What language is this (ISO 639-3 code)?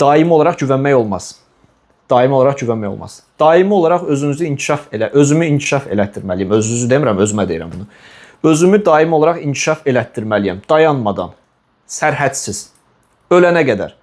aze